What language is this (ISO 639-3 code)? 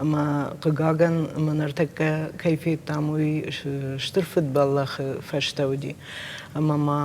oss